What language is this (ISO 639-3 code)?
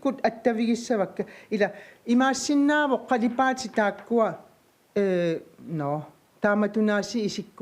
kal